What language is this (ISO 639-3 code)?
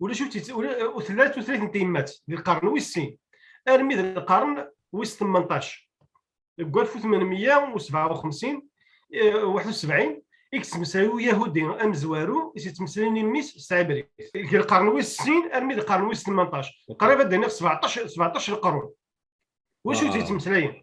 kab